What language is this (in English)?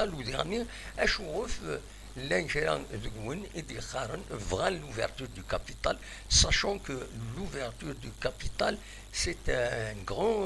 Kabyle